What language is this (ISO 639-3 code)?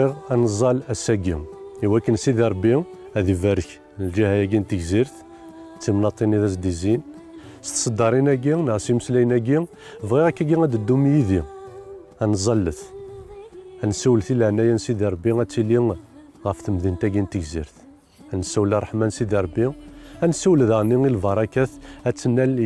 kab